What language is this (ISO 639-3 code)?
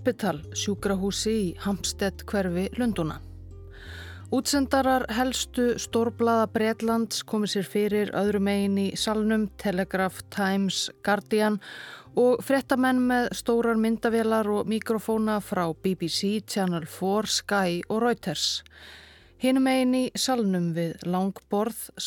isl